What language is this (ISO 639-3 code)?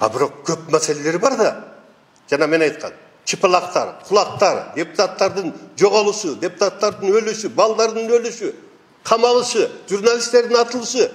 kir